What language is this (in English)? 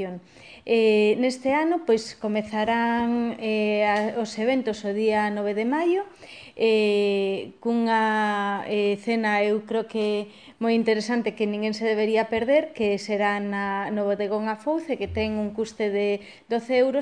Galician